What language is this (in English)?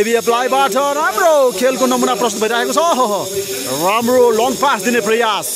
Nepali